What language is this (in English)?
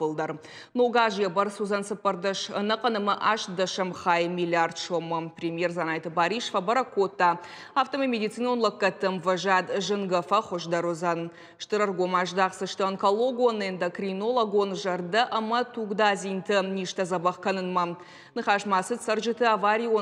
Ossetic